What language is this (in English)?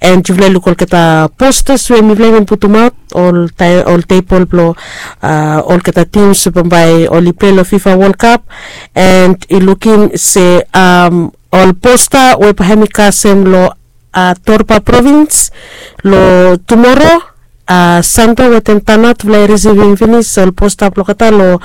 Bislama